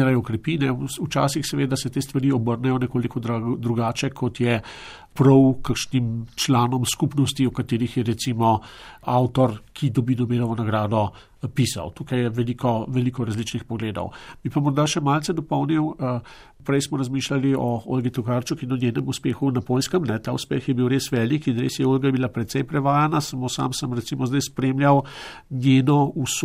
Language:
Slovenian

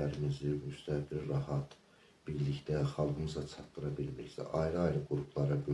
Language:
Azerbaijani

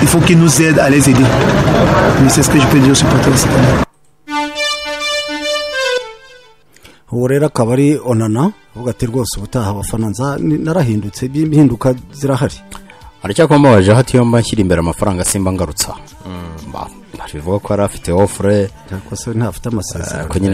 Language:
Kinyarwanda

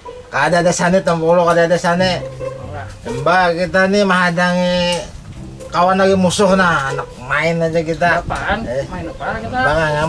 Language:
Banjar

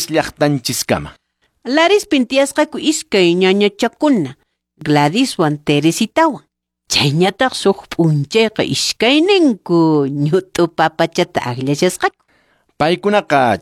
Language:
Quechua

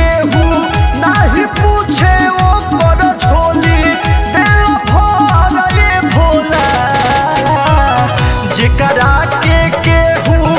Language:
Bhojpuri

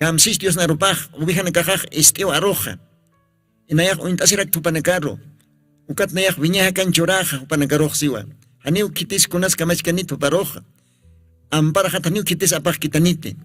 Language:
Aymara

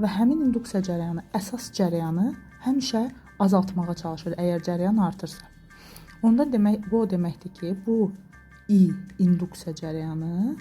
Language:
Azerbaijani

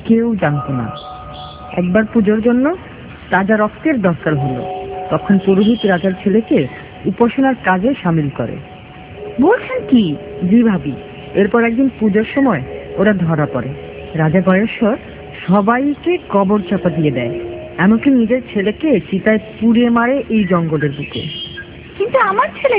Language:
Bangla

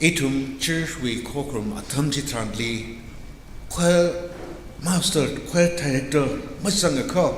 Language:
Tangkhul Naga (India)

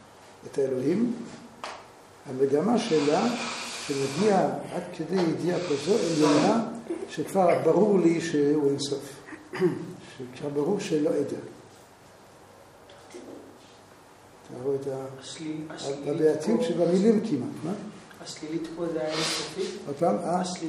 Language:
Hebrew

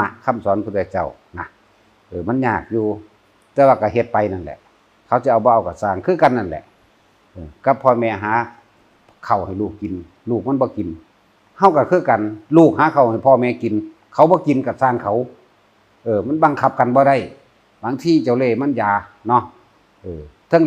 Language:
Northeastern Thai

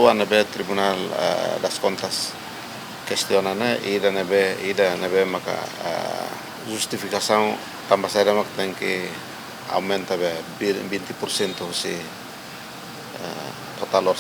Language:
Tetum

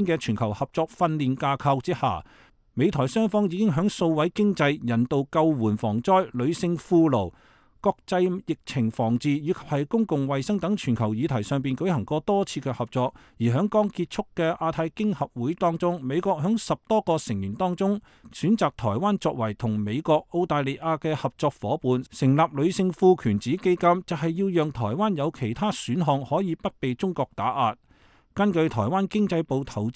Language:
Cantonese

